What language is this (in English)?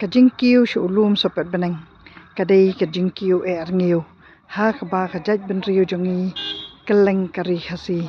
Khasi